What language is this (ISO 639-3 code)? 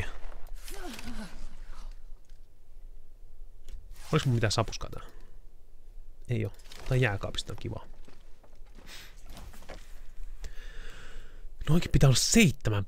fin